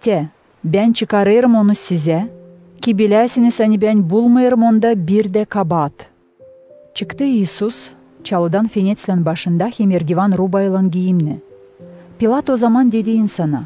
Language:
Gagauz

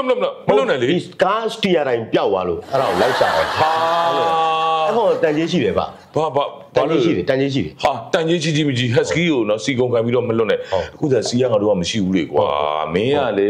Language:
Burmese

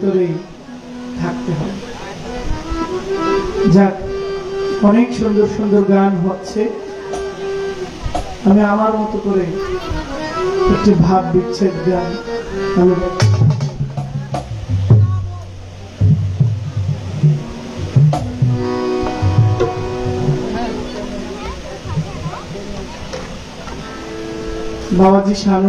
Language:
Bangla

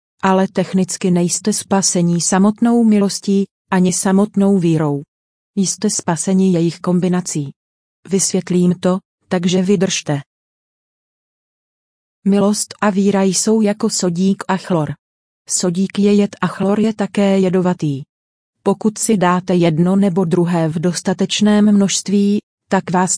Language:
Czech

